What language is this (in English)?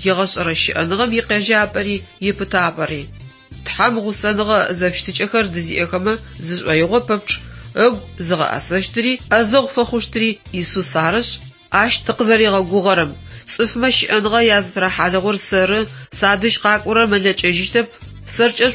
Adyghe